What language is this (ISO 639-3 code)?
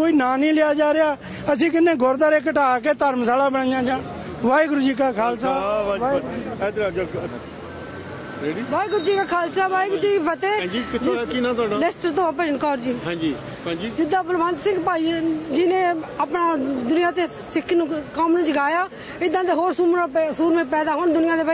pan